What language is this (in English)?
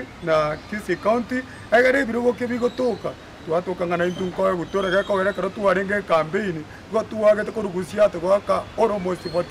Gusii